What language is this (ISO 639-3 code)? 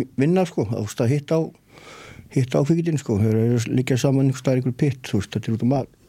isl